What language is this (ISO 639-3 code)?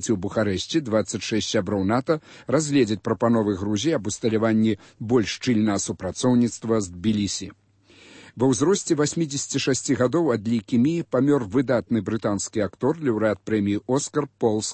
bel